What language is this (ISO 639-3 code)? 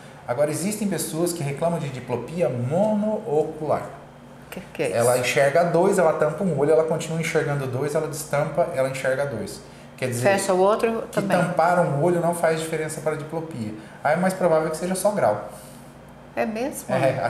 por